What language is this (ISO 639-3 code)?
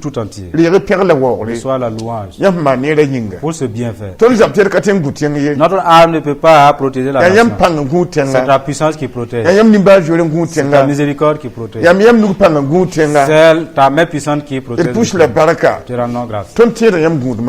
mos